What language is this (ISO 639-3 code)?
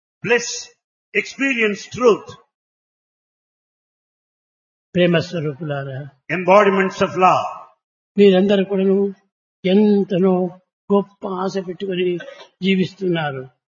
tel